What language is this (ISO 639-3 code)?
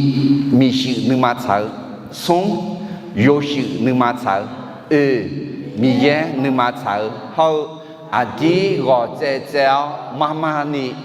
ahk